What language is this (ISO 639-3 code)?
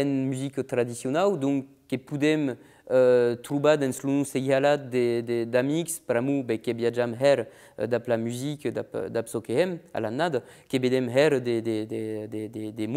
oci